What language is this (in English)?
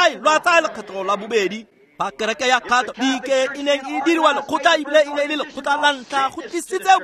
Tswana